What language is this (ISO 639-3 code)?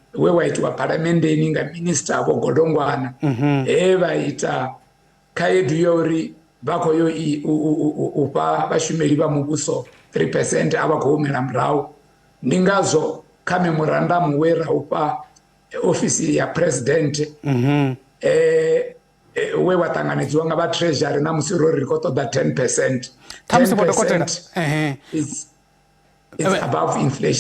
ven